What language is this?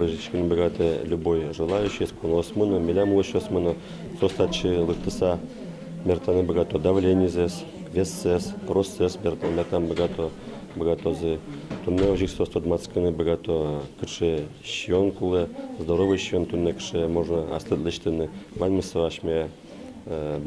Udmurt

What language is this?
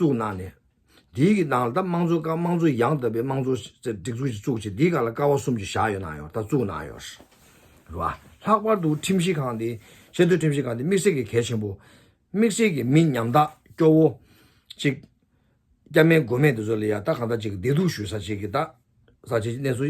Tibetan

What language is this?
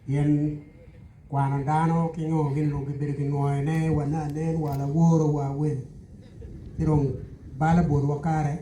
Acoli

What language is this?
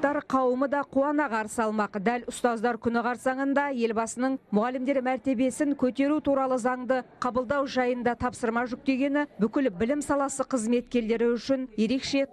Kazakh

